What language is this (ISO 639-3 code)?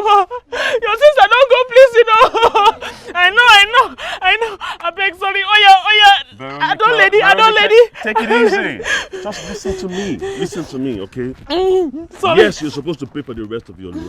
pcm